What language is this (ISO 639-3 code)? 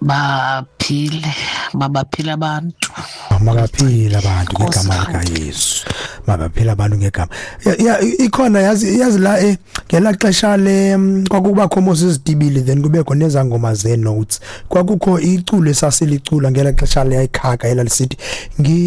xho